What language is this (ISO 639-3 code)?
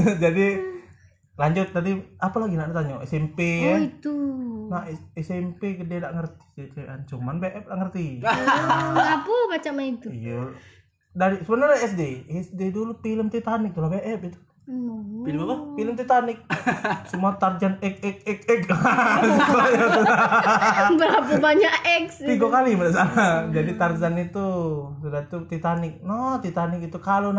ind